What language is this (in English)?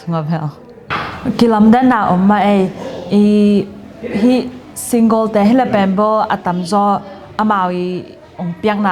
Tedim Chin